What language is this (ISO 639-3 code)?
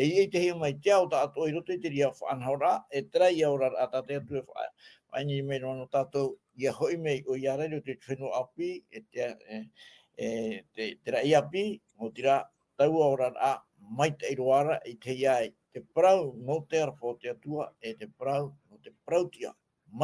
tah